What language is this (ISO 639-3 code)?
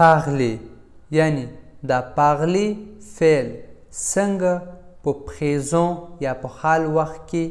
pus